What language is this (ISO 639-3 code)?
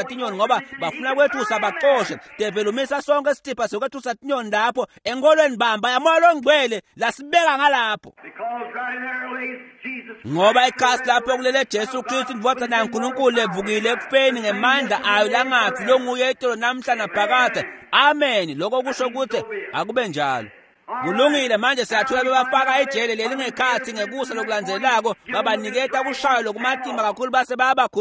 ssw